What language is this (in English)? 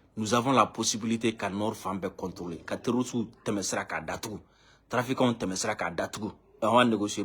Bambara